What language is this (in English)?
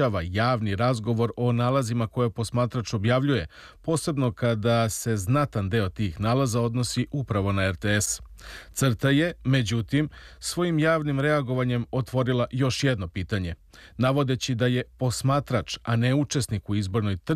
Serbian